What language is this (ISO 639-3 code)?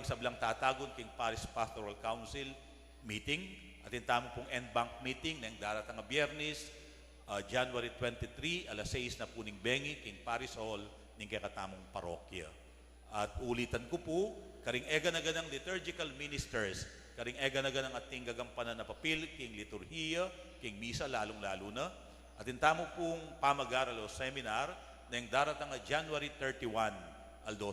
pam